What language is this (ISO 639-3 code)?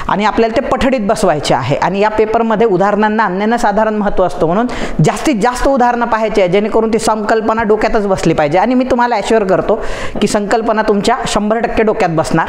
mar